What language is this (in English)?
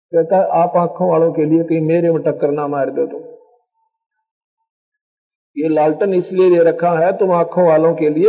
Hindi